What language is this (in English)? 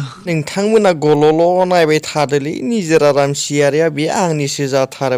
Bodo